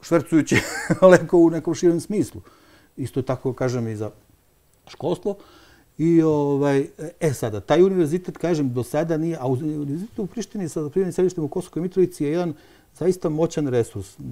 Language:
Serbian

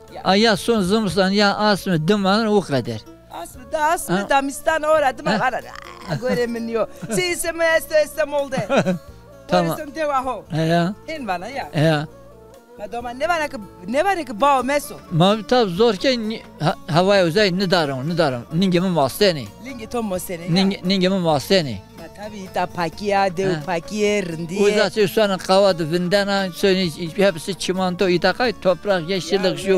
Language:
Zaza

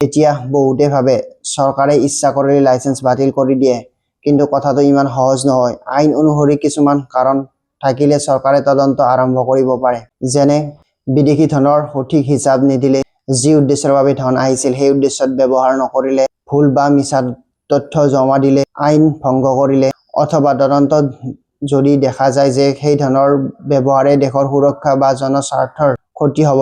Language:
Assamese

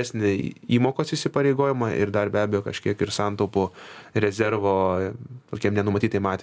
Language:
Lithuanian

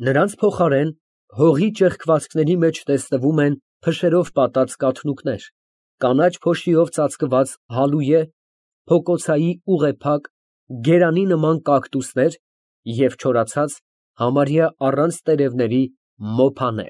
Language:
Armenian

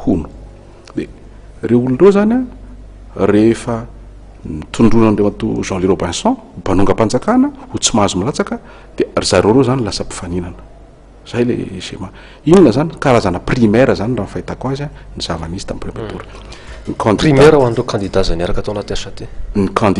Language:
Malagasy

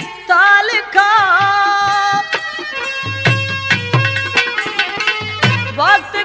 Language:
Haryanvi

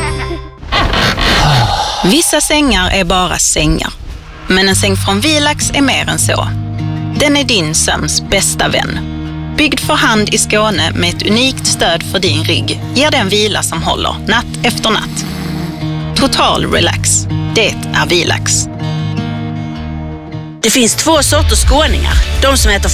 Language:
Swedish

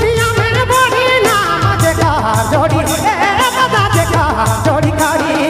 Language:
Sadri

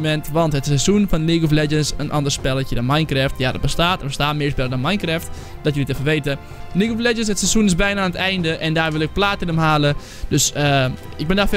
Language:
Dutch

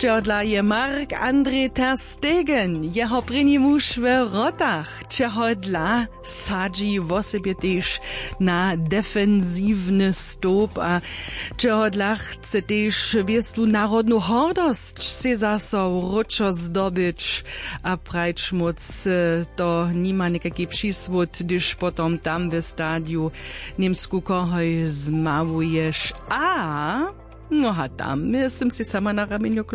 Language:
Upper Sorbian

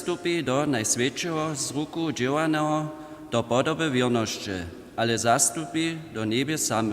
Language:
Upper Sorbian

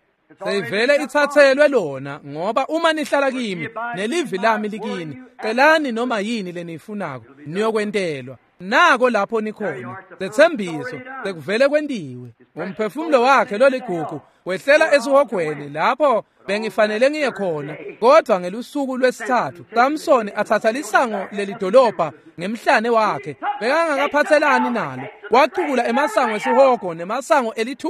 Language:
Swati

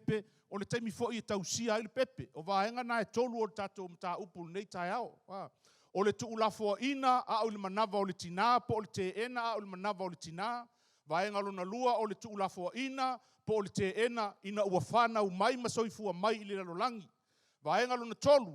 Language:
Samoan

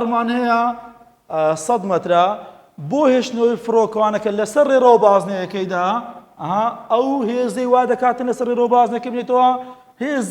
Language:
Central Kurdish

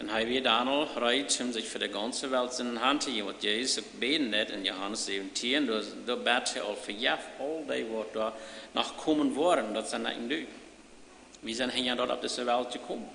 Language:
Plautdietsch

